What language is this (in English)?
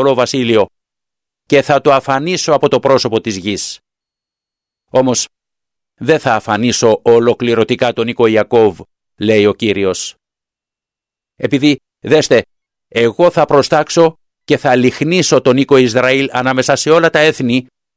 Greek